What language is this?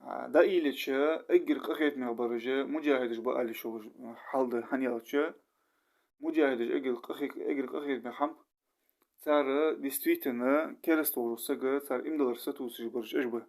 Ingush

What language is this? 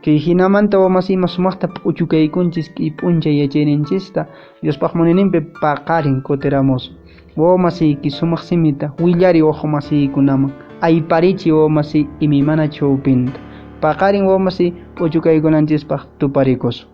Quechua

